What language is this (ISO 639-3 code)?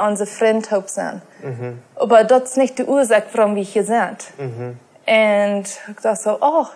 pdt